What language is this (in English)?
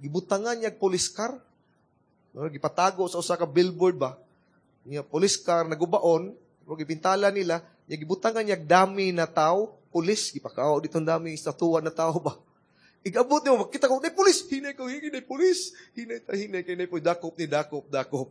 Cebuano